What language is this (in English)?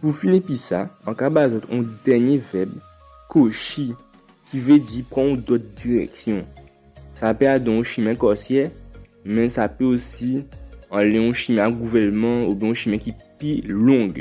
Guadeloupean Creole French